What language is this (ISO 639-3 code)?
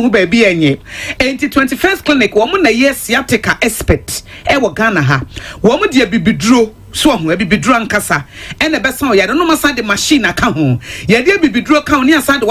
aka